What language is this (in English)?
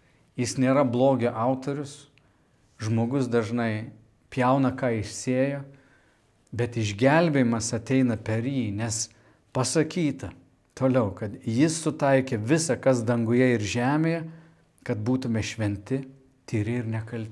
Lithuanian